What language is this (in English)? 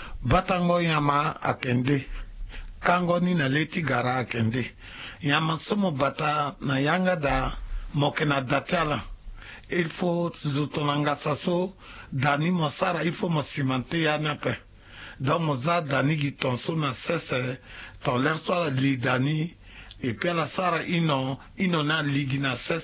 Sango